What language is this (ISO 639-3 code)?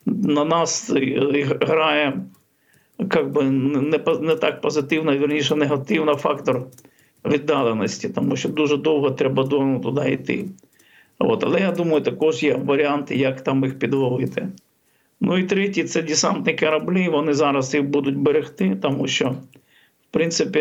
ukr